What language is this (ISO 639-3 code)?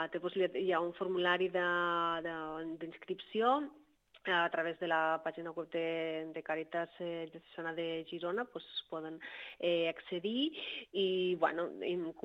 cat